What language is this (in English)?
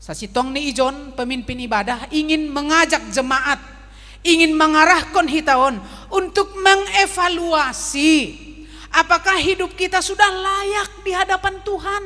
Batak Simalungun